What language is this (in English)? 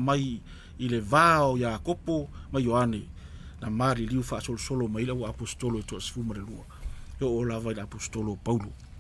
Samoan